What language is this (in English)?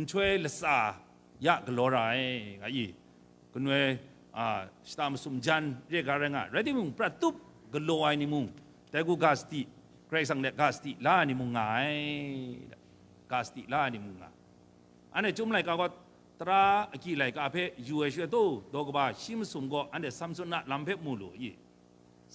Kachin